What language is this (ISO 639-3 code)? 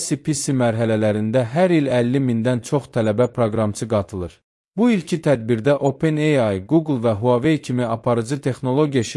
aze